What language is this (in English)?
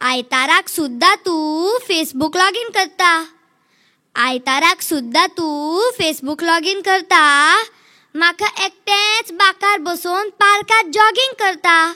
Konkani